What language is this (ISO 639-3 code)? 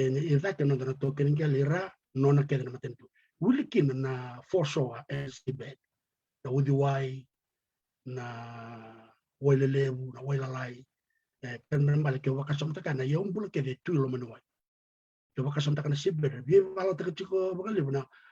fij